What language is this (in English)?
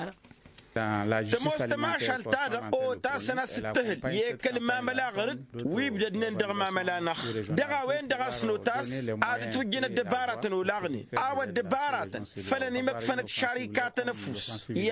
Tamasheq